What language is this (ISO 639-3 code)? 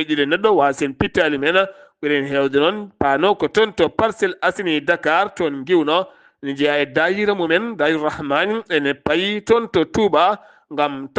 ful